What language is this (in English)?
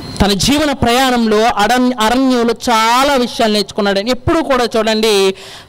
Telugu